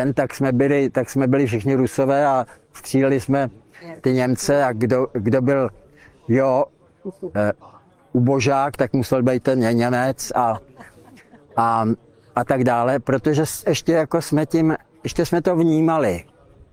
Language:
Czech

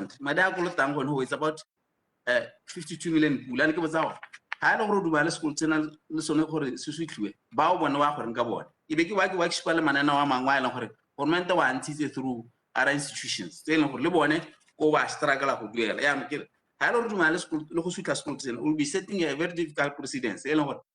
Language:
Tswana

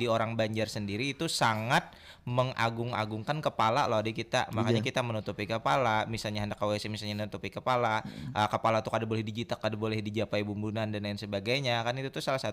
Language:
Banjar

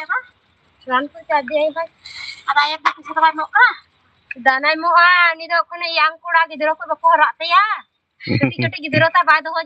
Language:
Santali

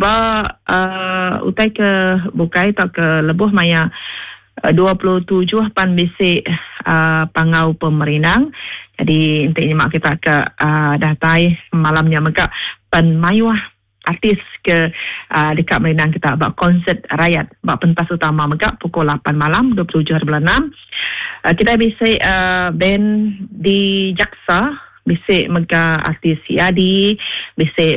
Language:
Iban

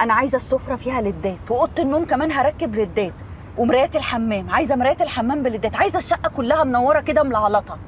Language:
Egyptian Arabic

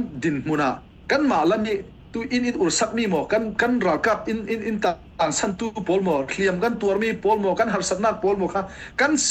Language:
Falam Chin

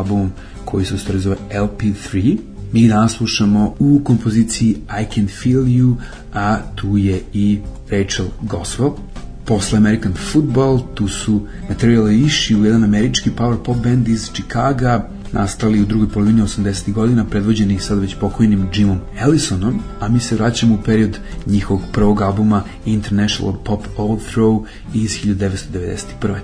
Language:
Serbian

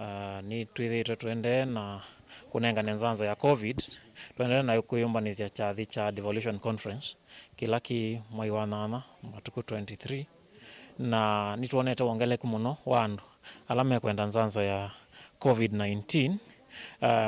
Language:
Kamba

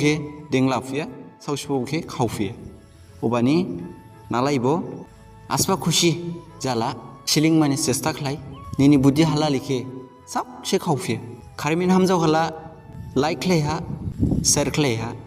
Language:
Dimasa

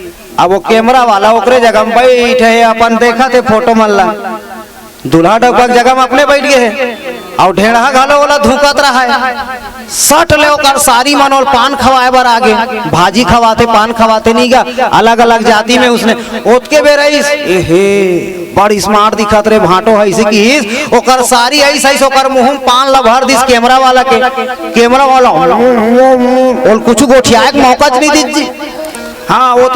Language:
Chhattisgarhi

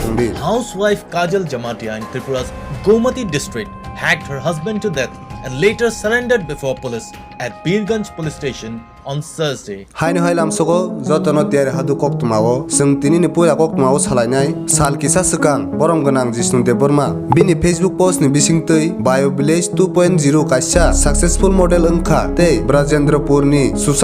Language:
Kok Borok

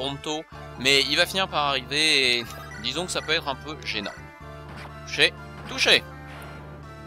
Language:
French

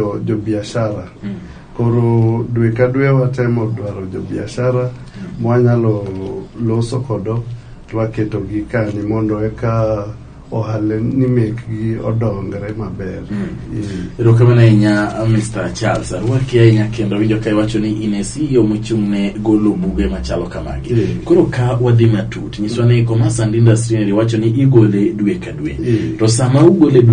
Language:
Luo (Kenya and Tanzania)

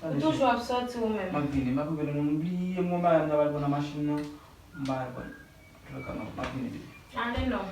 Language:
Haitian Creole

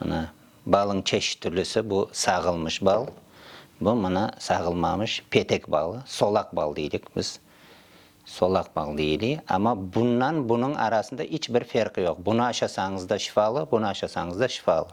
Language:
Crimean Tatar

